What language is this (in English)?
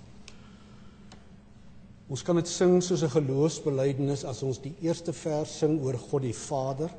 Afrikaans